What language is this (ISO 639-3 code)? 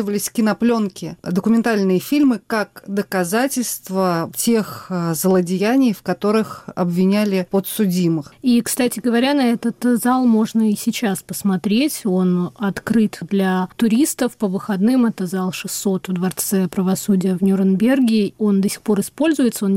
rus